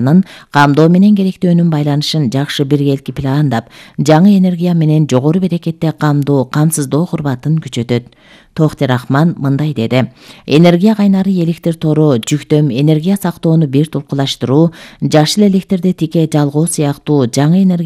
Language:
Kyrgyz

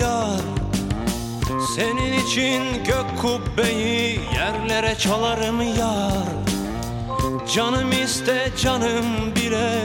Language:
Turkish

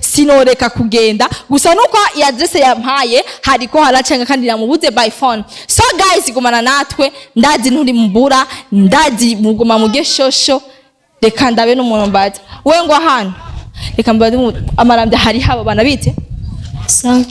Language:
Rundi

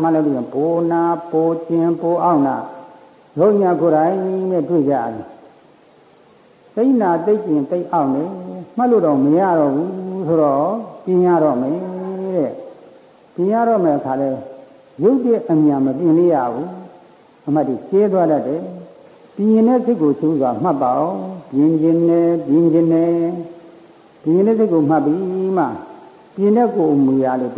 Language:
Burmese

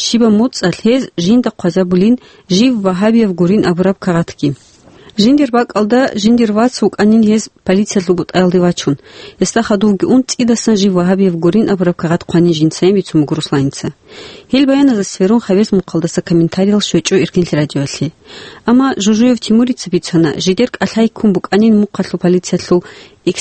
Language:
Avaric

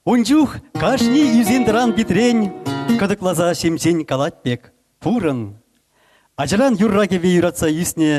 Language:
Chuvash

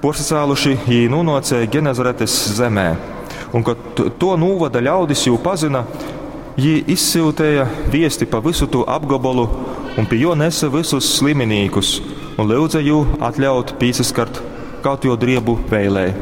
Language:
Latgalian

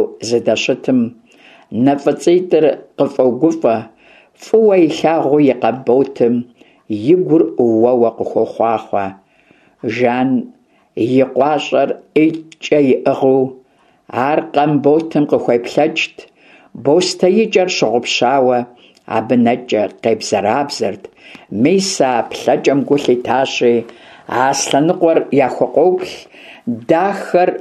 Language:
Kabardian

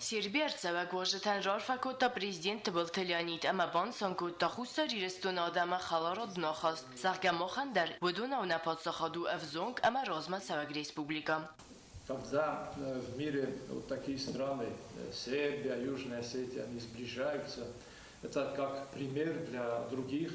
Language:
Ossetic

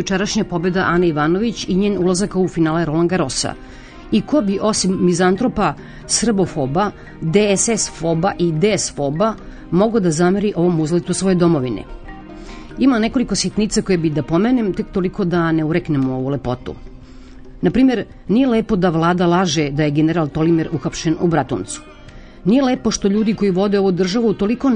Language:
Serbian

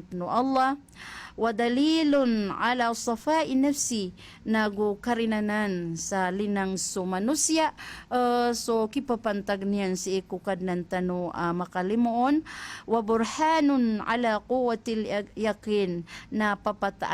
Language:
Maranao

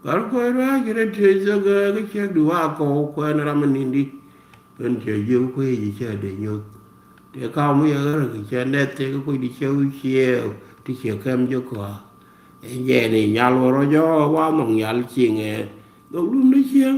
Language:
Nuer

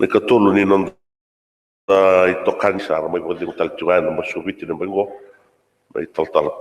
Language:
Fijian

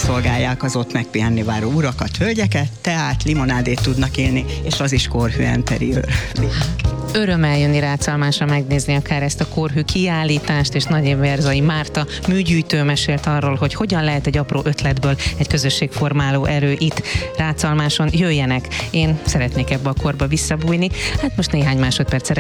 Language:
Hungarian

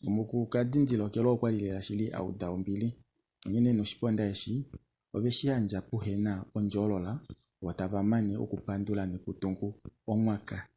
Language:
Kuanyama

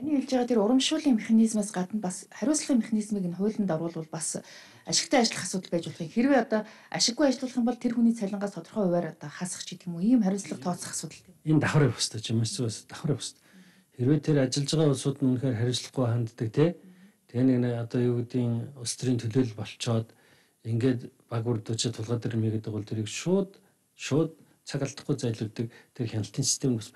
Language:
Mongolian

